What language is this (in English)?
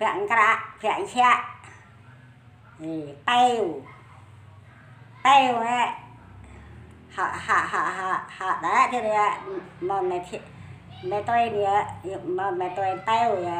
Central Mnong